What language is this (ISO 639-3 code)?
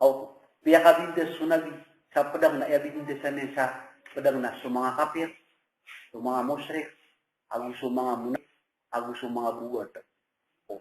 mrw